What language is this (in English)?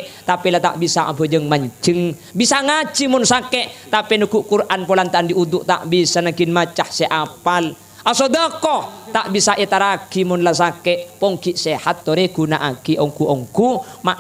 Madurese